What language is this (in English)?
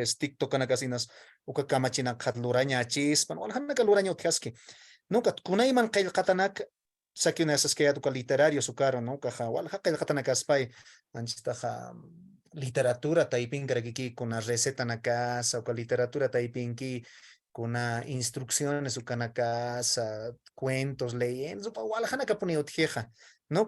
Aymara